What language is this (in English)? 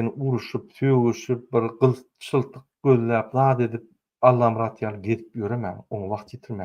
Turkmen